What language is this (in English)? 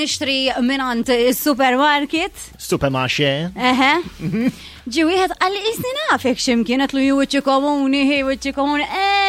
Maltese